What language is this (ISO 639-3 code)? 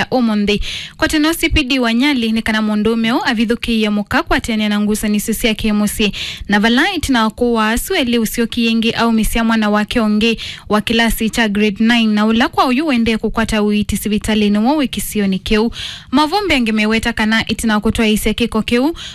kam